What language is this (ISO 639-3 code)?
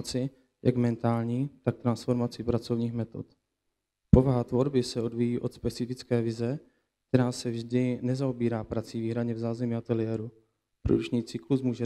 ces